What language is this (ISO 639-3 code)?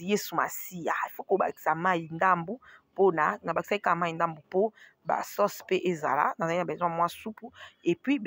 lin